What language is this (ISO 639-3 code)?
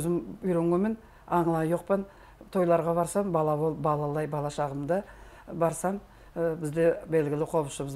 nog